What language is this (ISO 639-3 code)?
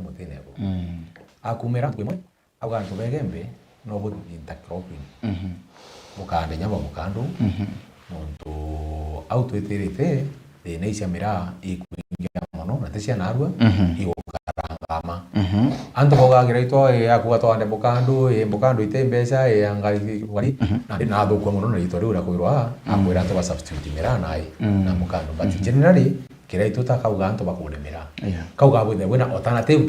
mer